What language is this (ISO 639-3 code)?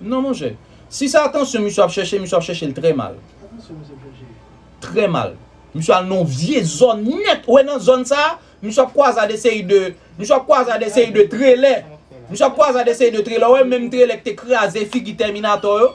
hat